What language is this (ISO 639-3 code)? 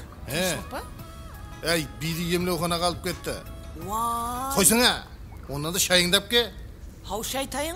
kaa